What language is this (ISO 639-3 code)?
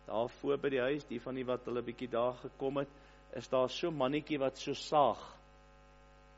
afr